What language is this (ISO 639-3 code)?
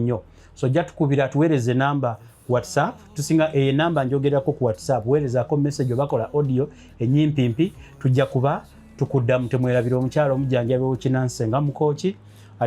lug